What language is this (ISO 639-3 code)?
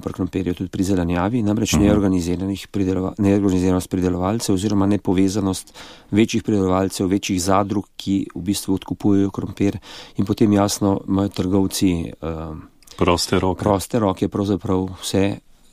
slv